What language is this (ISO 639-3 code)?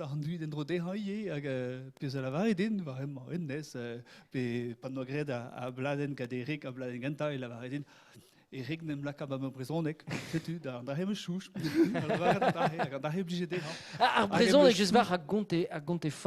bre